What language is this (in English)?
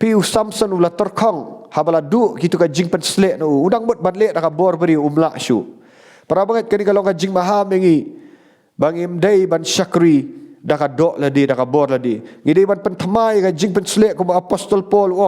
Khasi